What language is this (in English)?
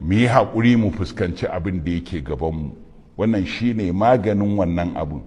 Hausa